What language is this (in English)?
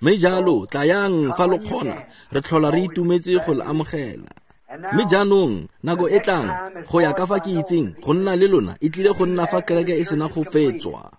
Tswana